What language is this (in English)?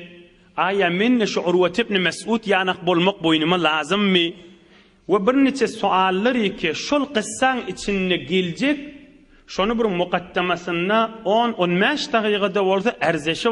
Turkmen